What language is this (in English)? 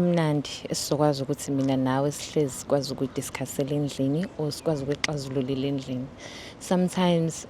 Zulu